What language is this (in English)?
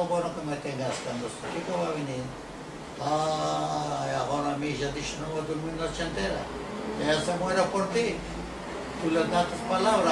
Ladino